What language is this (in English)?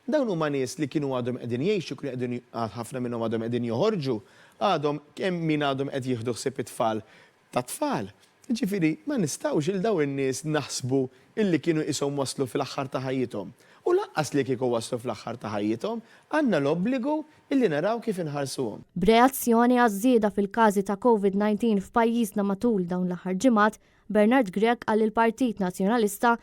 Maltese